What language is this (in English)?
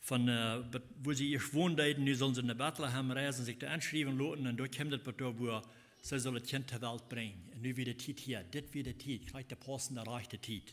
Plautdietsch